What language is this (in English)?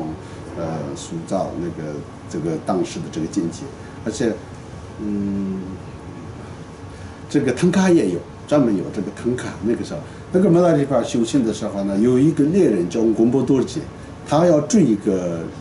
Chinese